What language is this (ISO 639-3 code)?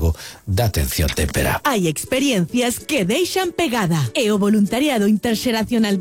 glg